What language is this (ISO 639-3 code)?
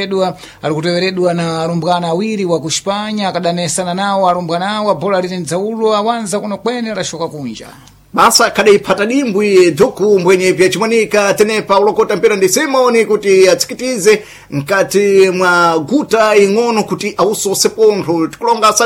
seh